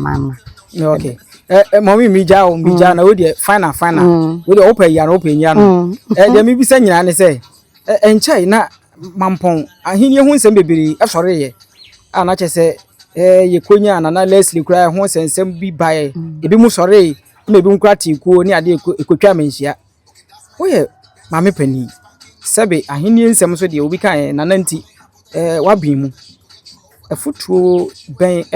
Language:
Akan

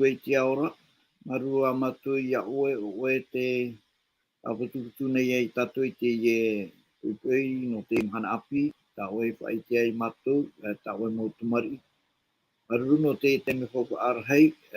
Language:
Tahitian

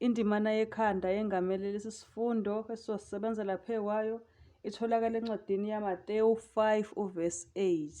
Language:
Zulu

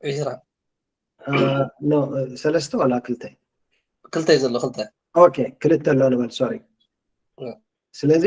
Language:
Tigrinya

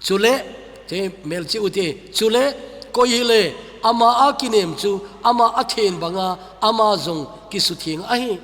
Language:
Thado Chin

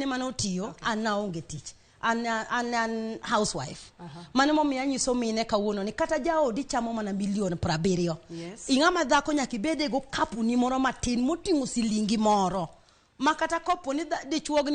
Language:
Luo (Kenya and Tanzania)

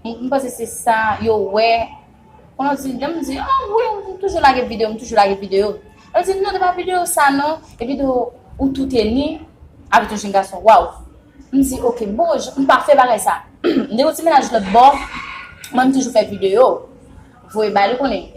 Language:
Haitian Creole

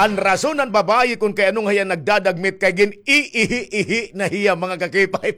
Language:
Waray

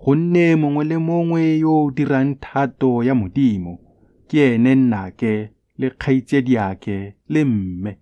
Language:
Tswana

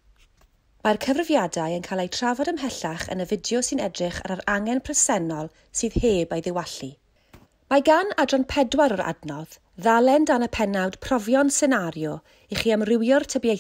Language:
Welsh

